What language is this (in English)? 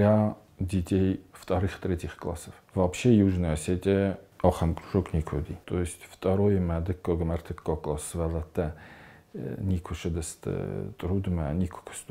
Ossetic